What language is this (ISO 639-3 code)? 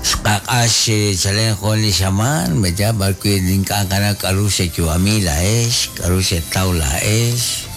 kek